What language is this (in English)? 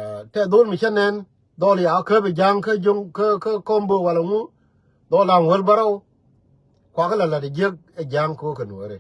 Nuer